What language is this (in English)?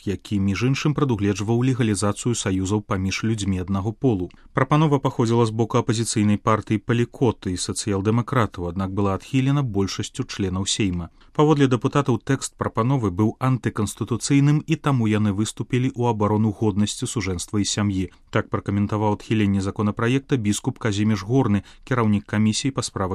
Belarusian